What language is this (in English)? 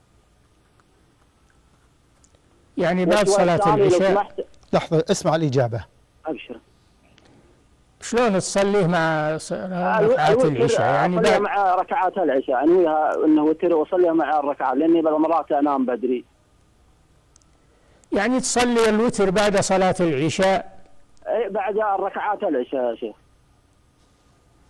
Arabic